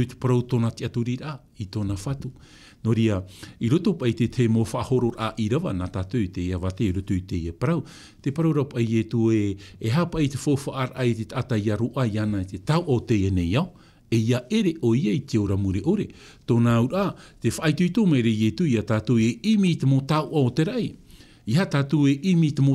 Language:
Tahitian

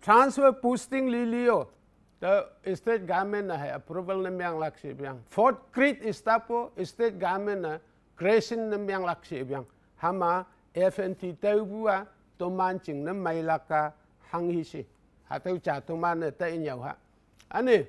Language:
Konyak Naga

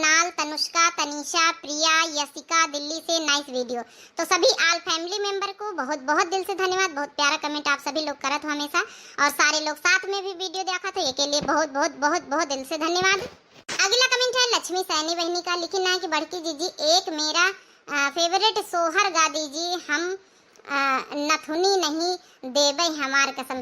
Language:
Awadhi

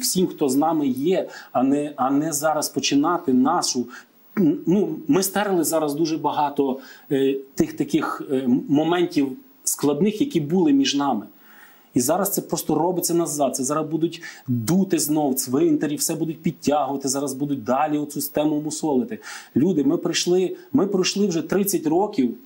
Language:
Ukrainian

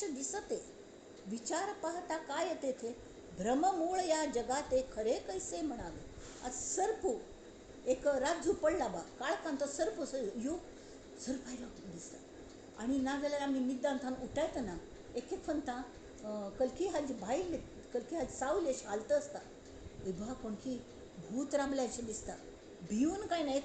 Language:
Konkani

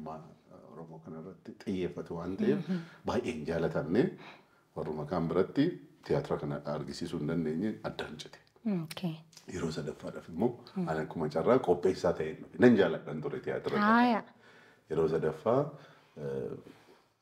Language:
Oromo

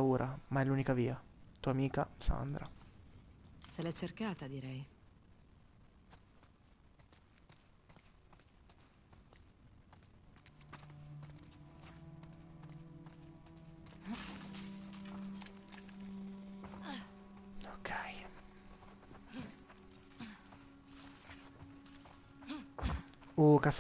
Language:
Italian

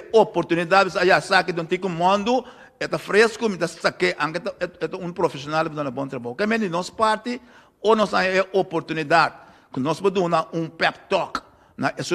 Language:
Papiamento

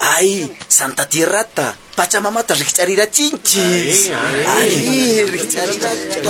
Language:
Quechua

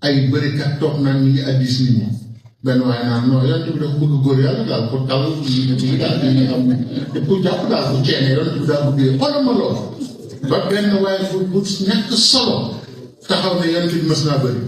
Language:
Wolof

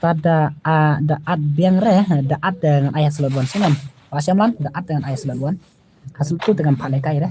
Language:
Khasi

